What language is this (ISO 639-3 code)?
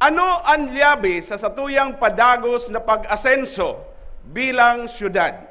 bik